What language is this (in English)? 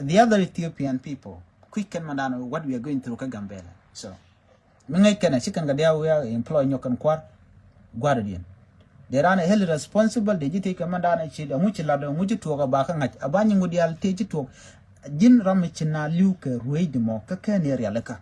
Nuer